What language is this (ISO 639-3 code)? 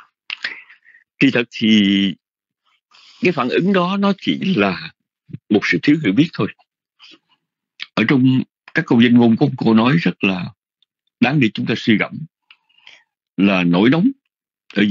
vie